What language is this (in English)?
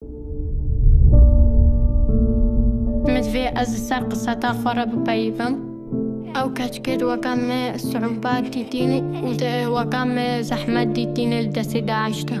Kurdish